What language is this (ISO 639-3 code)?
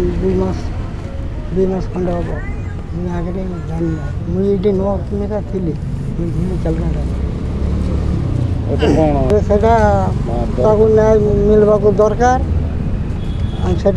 ori